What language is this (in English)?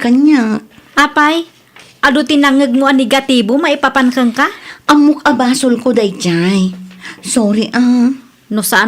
Iloko